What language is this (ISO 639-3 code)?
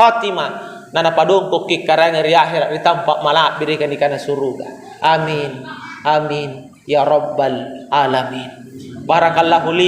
mak